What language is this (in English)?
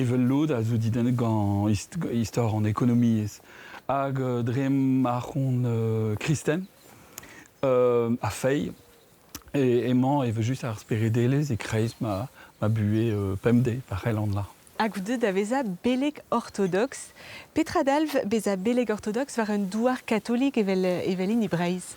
Breton